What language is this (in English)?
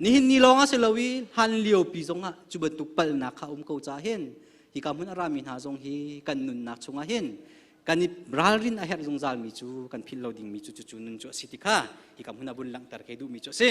Hakha Chin